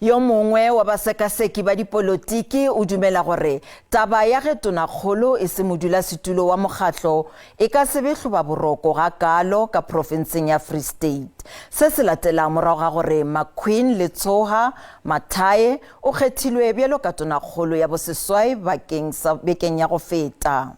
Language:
Northern Sotho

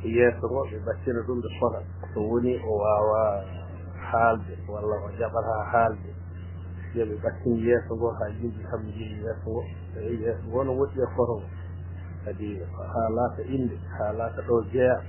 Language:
Fula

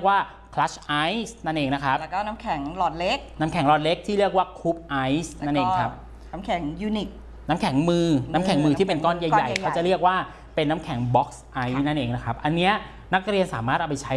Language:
Thai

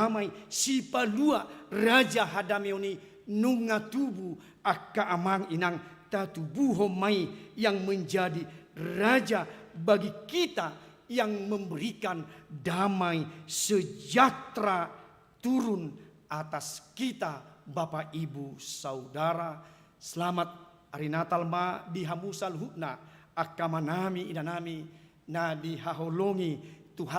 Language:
Batak Toba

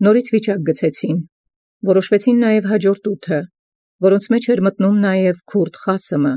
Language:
Armenian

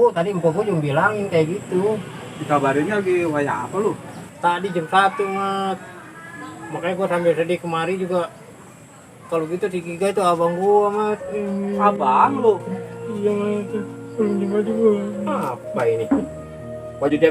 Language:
Betawi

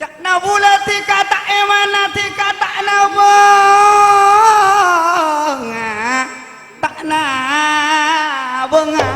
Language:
Madurese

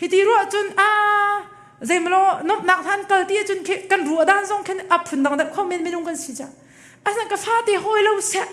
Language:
Hakha Chin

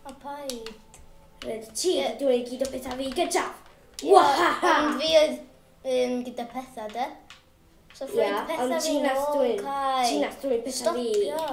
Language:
Welsh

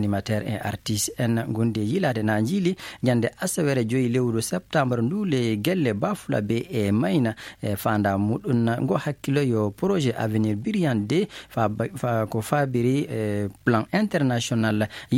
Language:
Fula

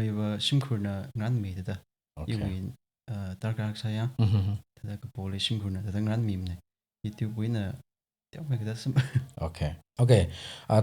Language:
Tangkhul Naga (India)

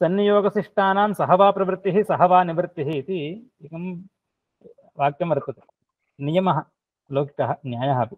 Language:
Sanskrit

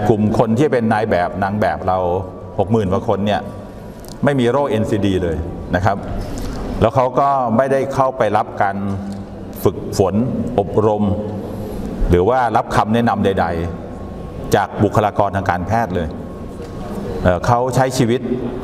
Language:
Thai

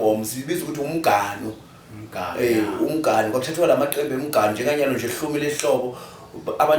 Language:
Zulu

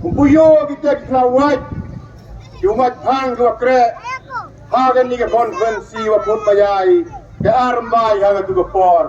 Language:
Khasi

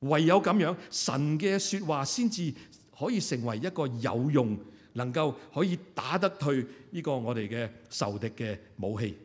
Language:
Cantonese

